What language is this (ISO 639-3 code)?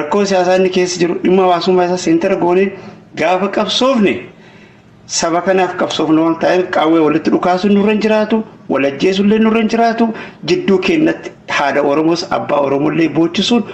orm